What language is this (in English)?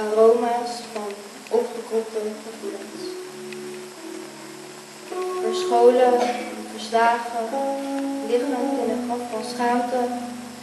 Dutch